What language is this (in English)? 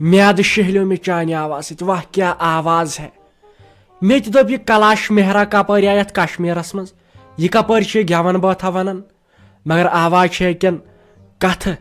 Kashmiri